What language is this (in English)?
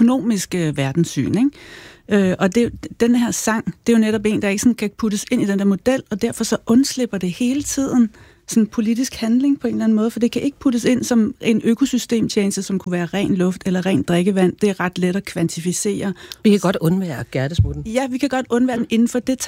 Danish